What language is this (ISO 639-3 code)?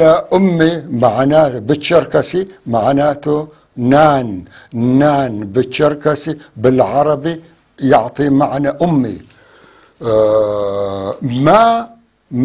apc